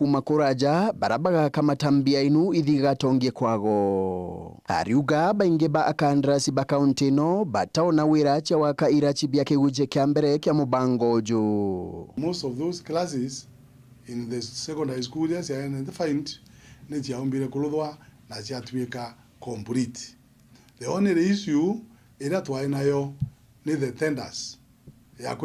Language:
Meru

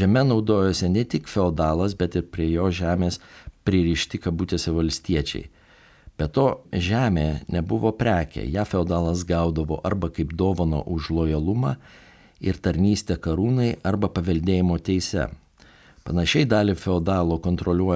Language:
Lithuanian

